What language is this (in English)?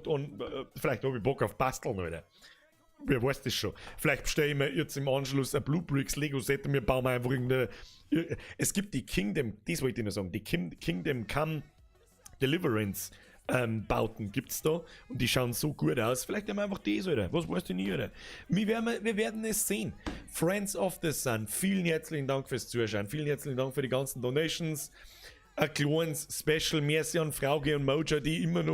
Bavarian